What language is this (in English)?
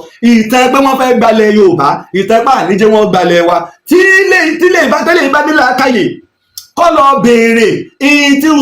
Yoruba